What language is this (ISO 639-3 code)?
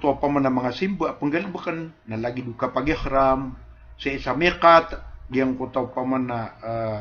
mrw